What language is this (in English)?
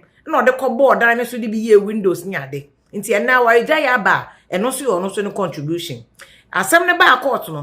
Akan